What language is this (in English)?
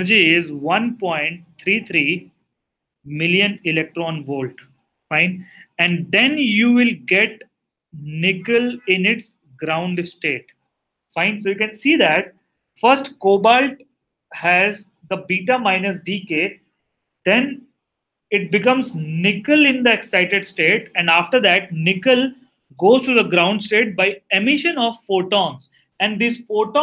English